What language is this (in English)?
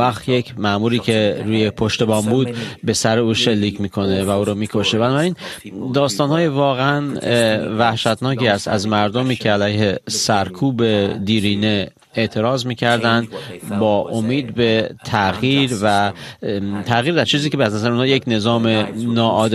Persian